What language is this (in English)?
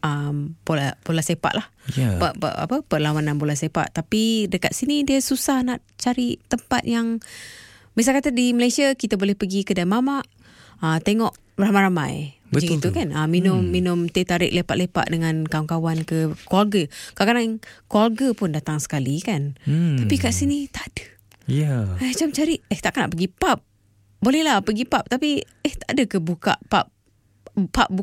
Malay